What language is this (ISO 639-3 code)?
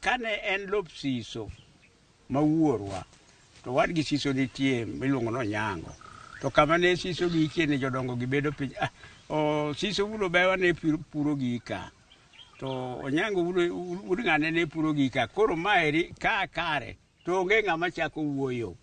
luo